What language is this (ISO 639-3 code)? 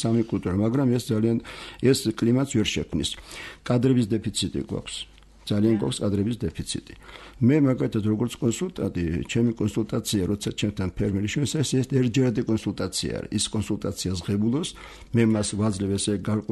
kat